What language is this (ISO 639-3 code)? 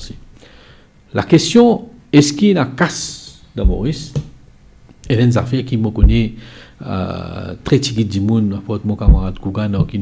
mfe